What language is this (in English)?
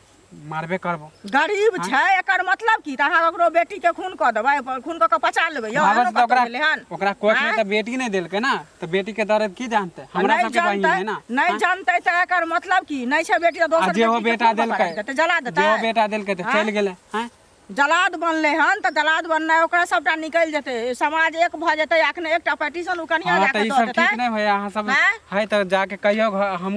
Maithili